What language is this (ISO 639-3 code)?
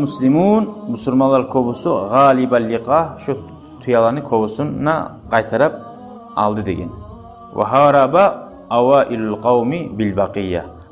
kum